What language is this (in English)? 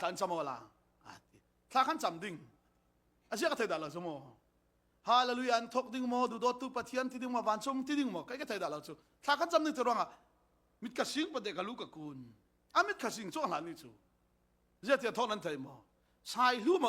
Falam Chin